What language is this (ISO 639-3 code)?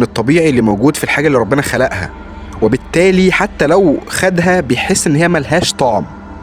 arz